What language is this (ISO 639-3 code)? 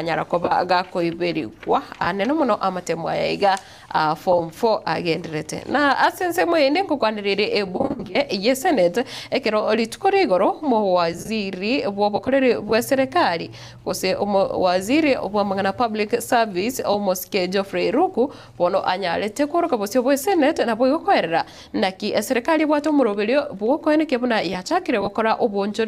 guz